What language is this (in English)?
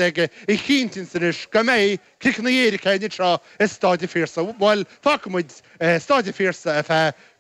Irish